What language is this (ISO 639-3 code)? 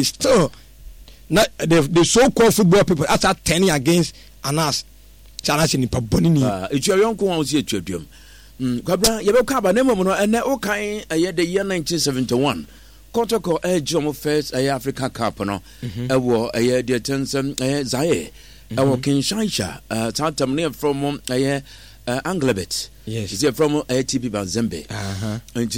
aka